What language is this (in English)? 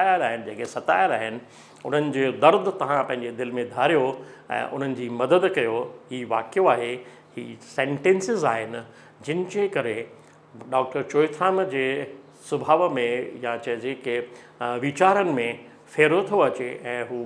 Sindhi